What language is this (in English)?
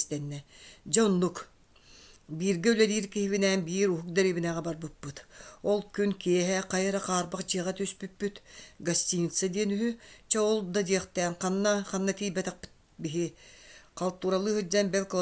Yakut